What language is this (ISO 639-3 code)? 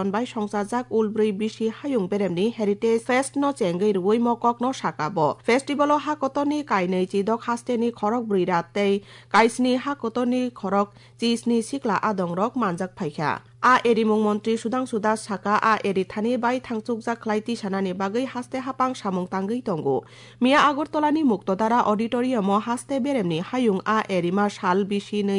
trp